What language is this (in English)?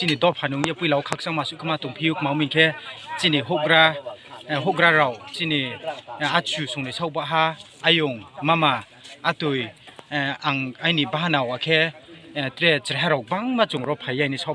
Riang (India)